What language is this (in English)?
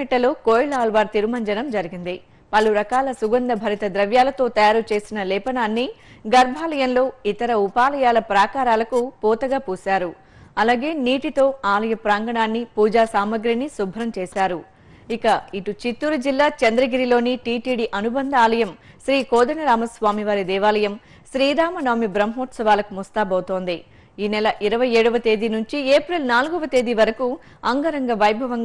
Telugu